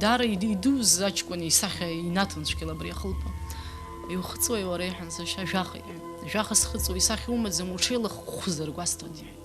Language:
Abkhazian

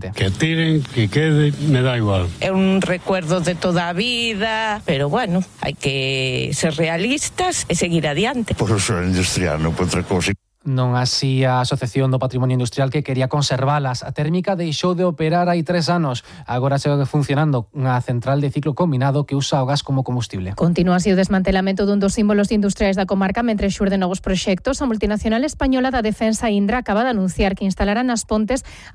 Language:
Galician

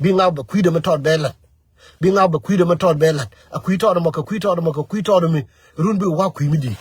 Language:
Nuer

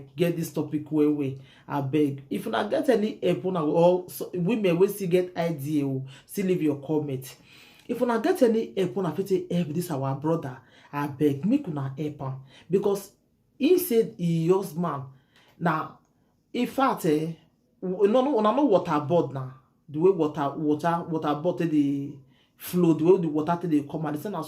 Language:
Nigerian Pidgin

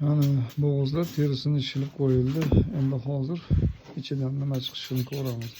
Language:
Uzbek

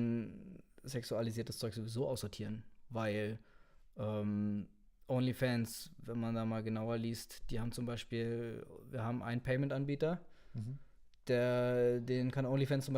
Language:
Swiss German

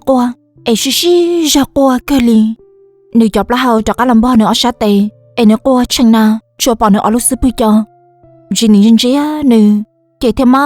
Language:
Hmong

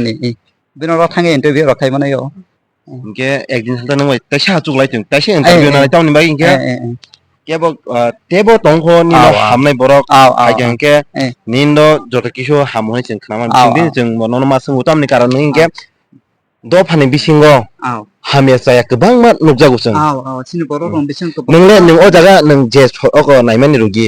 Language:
Kok Borok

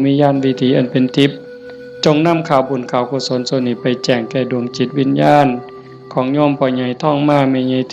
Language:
Northeastern Thai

